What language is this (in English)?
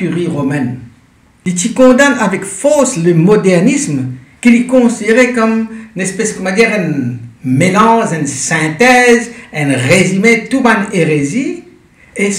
Morisyen